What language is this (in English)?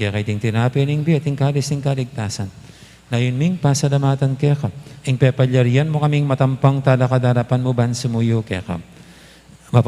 Pampanga